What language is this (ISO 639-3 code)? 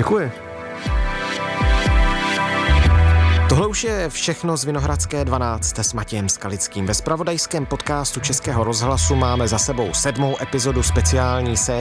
ces